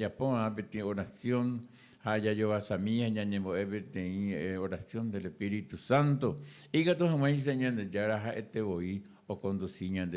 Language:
Guarani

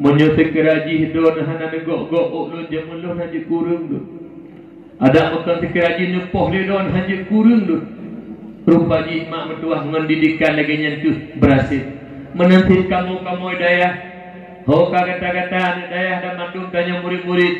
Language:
Achinese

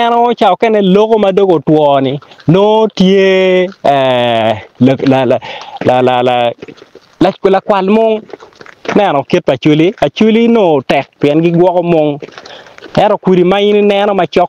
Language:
Acoli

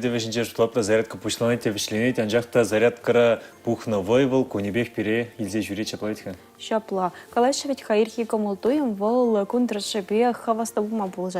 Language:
Chuvash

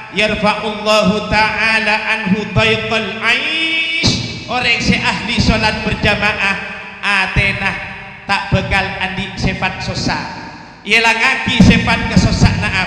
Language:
Madurese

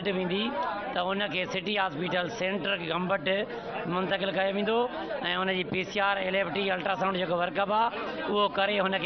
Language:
Sindhi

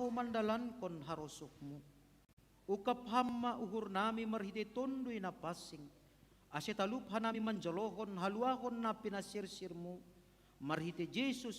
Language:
Batak Simalungun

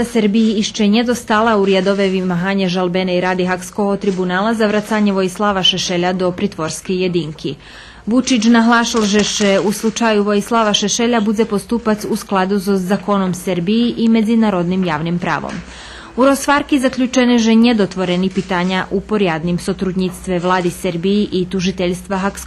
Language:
Rusyn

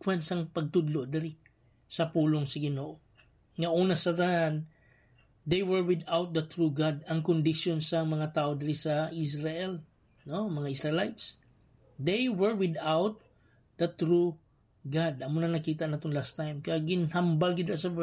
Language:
Hiligaynon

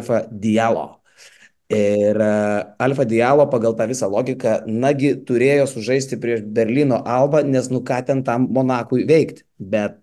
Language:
Lithuanian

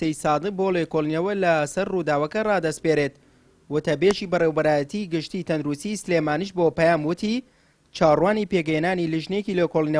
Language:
Central Kurdish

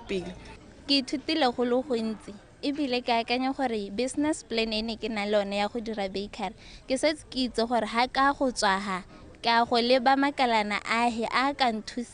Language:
Tswana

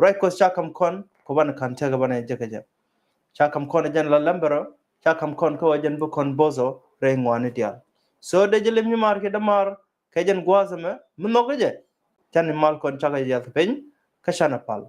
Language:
Nuer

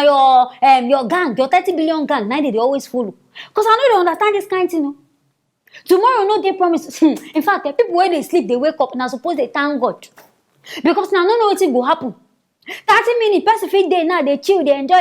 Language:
Nigerian Pidgin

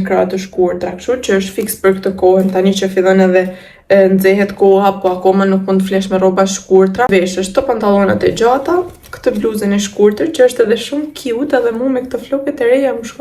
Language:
Albanian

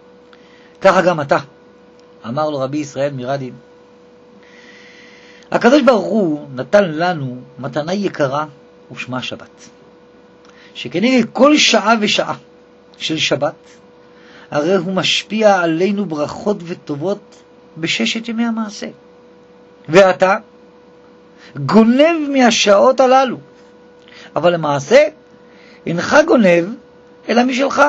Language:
Hebrew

